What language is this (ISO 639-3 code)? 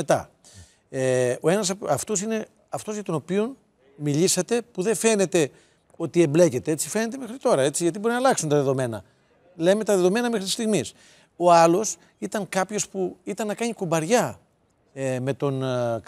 ell